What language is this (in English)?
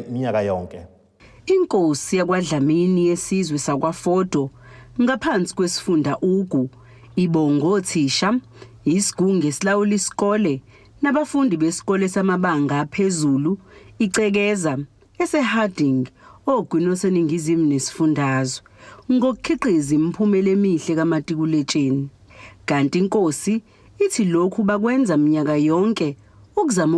Zulu